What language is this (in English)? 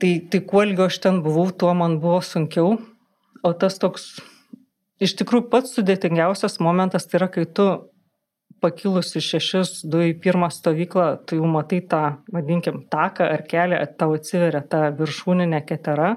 Lithuanian